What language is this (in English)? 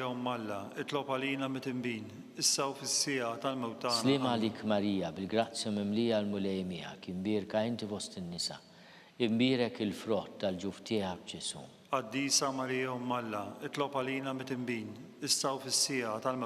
Maltese